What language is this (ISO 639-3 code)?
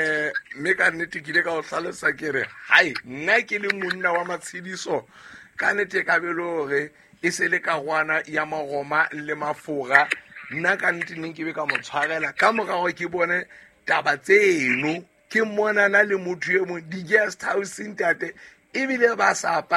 sot